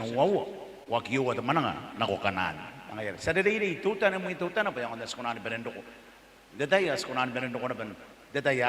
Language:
Gilbertese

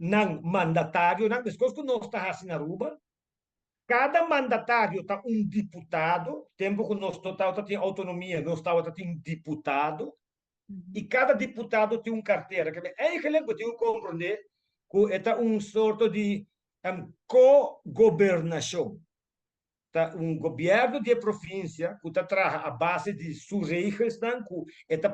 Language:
Papiamento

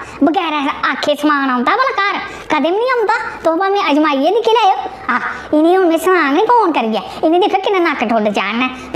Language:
Dogri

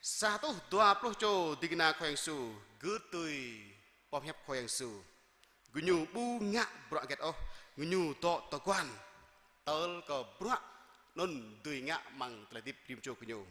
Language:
Jarai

